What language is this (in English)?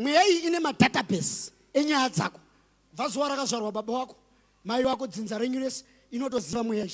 Shona